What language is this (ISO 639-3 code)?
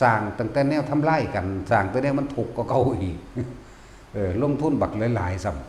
tts